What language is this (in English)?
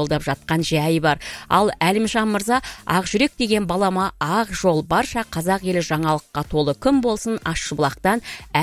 Kazakh